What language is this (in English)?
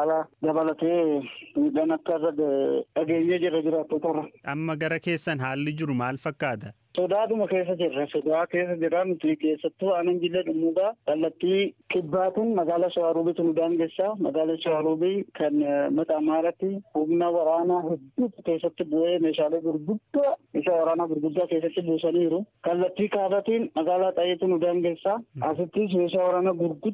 Oromo